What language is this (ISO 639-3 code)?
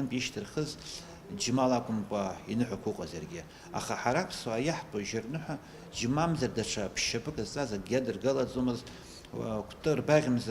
abk